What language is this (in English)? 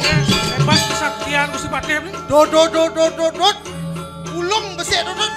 Balinese